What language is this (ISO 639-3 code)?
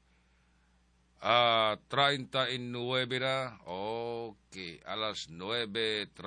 fil